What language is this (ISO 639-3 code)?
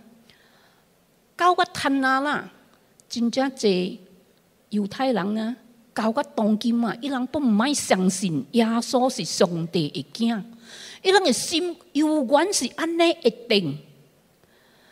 nan